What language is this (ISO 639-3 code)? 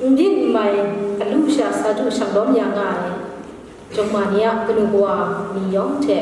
kac